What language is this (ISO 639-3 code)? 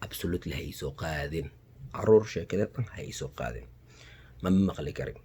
som